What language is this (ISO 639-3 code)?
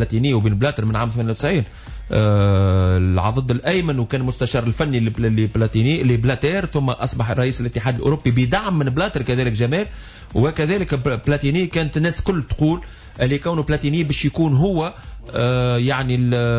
aeb